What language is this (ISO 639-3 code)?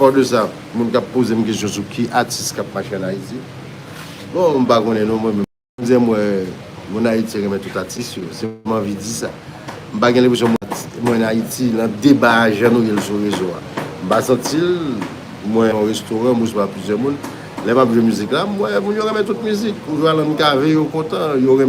hat